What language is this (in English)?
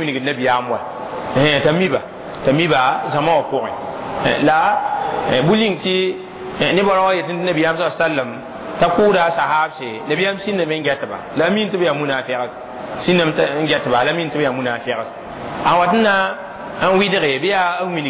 Mossi